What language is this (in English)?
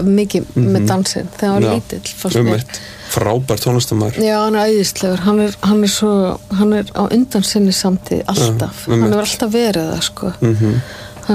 Icelandic